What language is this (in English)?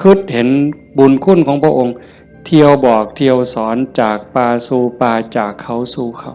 Northeastern Thai